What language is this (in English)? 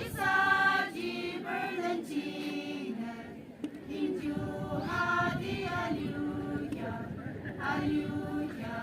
Yimchungru Naga